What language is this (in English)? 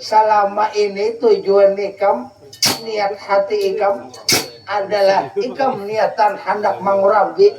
Banjar